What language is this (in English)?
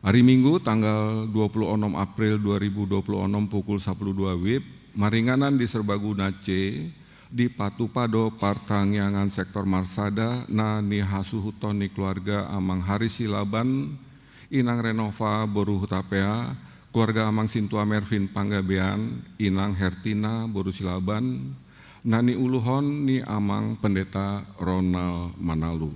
Batak Toba